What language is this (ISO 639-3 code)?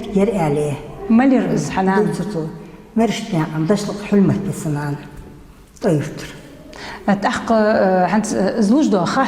inh